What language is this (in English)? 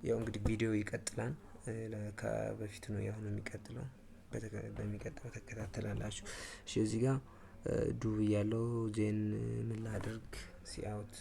Amharic